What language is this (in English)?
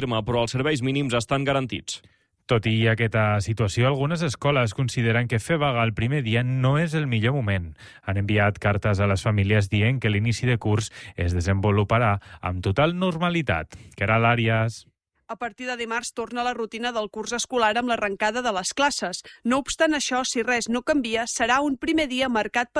Catalan